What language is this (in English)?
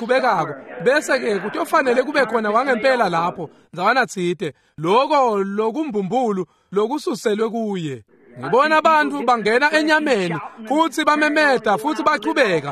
Swati